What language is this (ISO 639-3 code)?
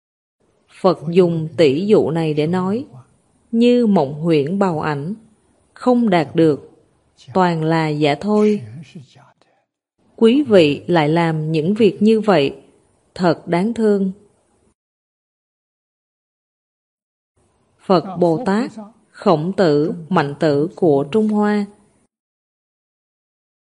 vie